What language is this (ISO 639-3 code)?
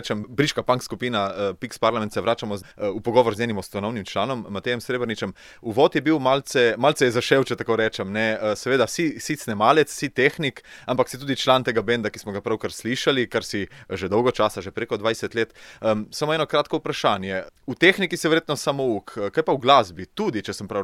slv